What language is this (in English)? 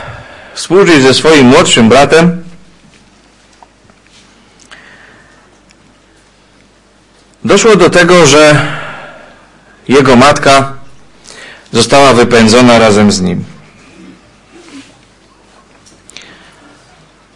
Polish